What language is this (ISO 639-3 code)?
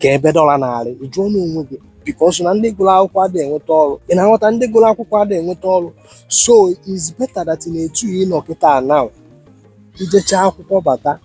ibo